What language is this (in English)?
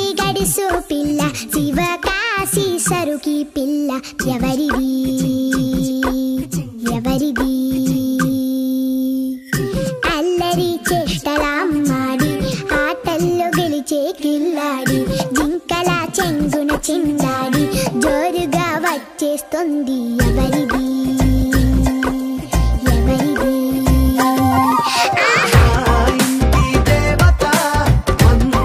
Telugu